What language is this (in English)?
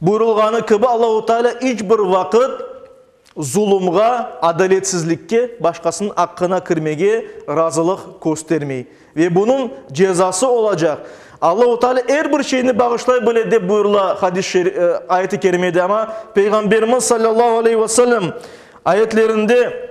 Crimean Tatar